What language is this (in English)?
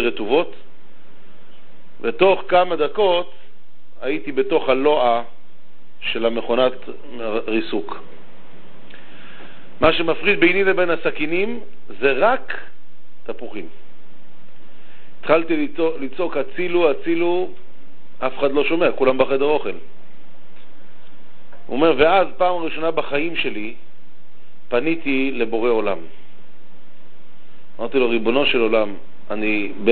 Hebrew